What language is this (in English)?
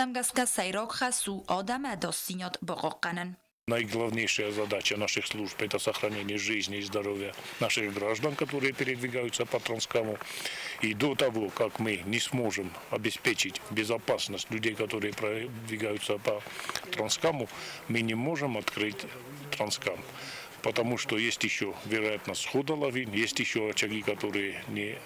Ossetic